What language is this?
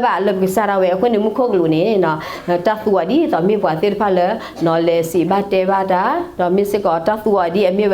S'gaw Karen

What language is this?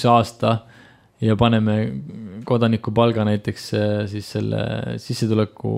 Estonian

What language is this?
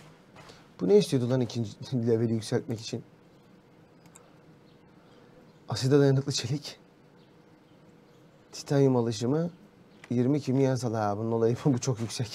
Turkish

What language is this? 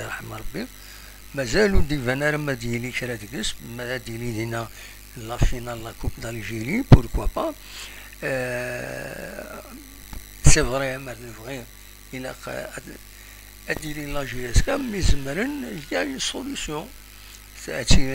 Kabyle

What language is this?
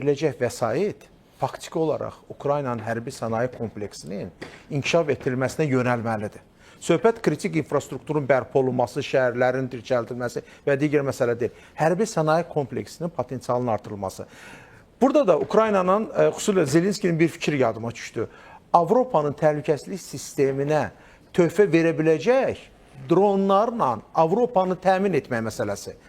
Azerbaijani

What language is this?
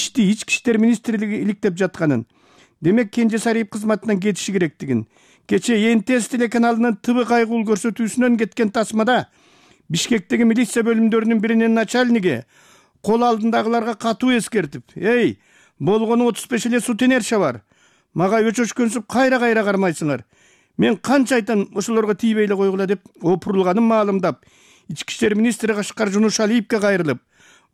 Kyrgyz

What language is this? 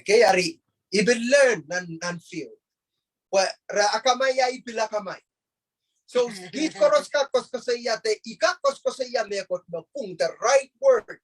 Pohnpeian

